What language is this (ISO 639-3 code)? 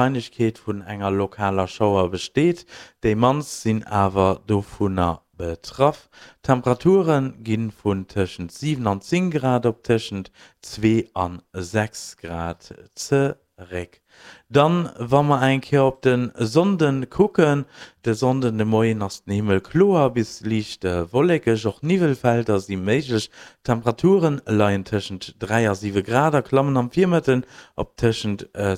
ltz